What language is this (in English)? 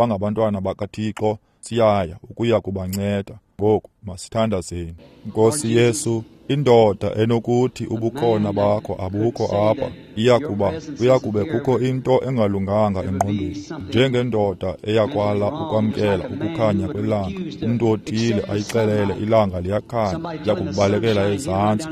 Xhosa